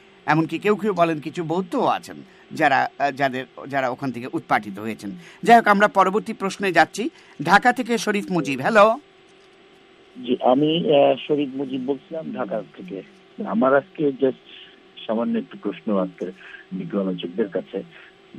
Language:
Bangla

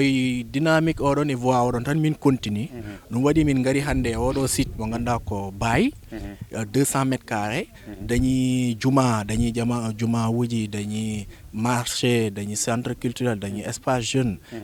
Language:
Fula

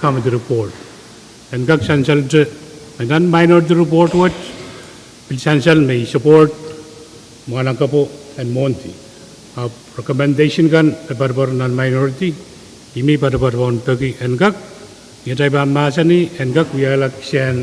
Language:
Pohnpeian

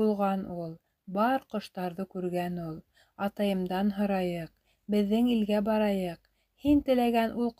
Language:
Bashkir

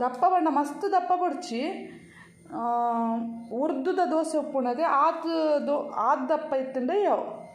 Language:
Tulu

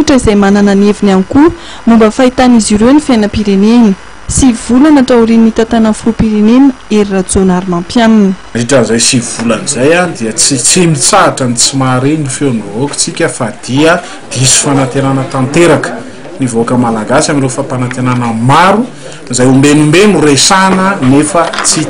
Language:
Malagasy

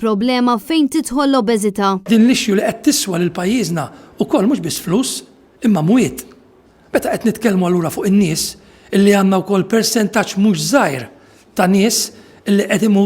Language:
Maltese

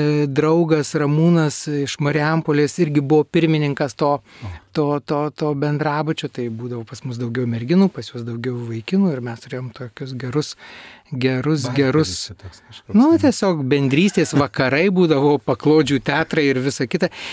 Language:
Lithuanian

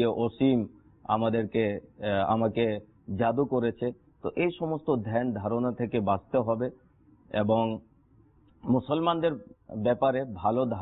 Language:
Bangla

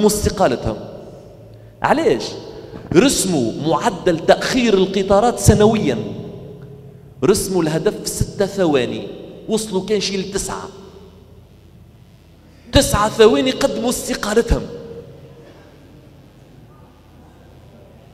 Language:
Tunisian Arabic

